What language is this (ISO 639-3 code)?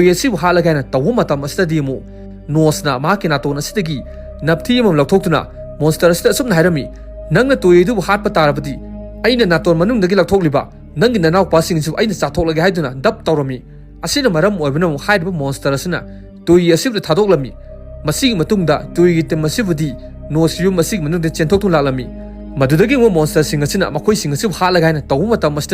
mni